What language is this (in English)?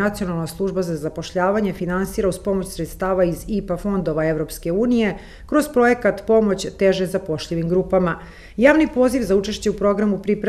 Serbian